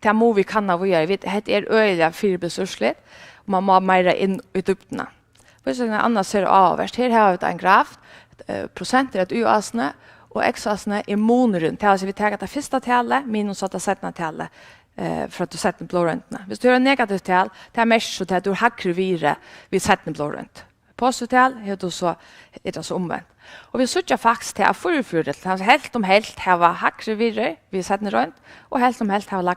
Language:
Faroese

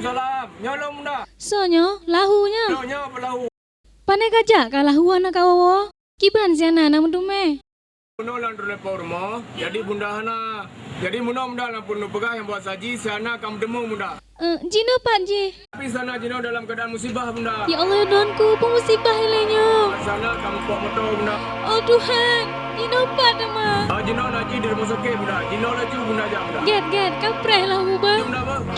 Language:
Achinese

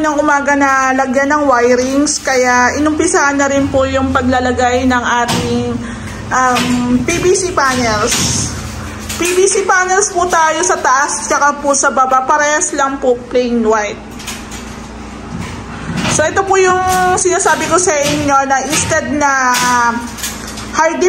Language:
Filipino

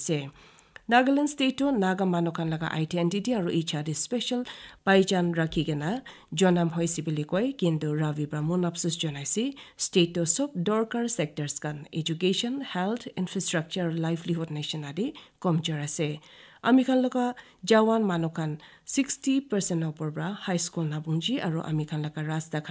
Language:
Naga Pidgin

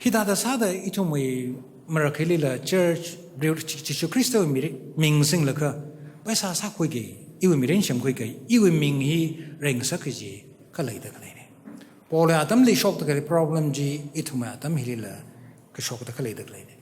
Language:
Tangkhul Naga (India)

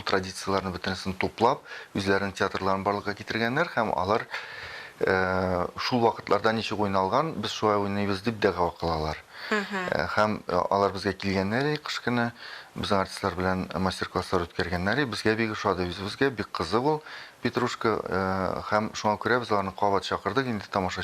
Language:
Tatar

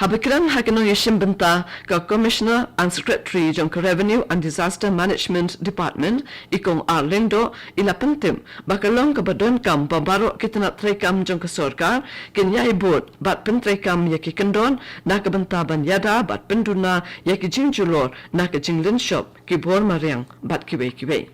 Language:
Khasi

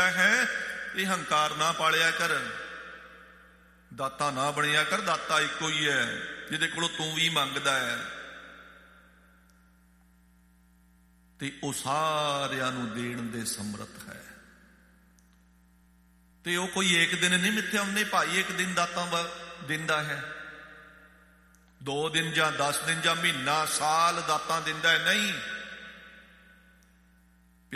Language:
Punjabi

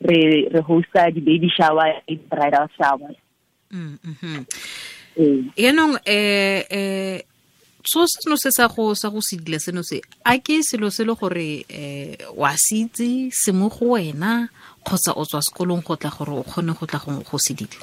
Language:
Tswana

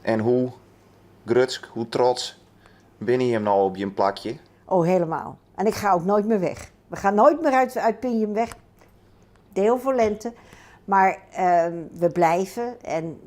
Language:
Western Frisian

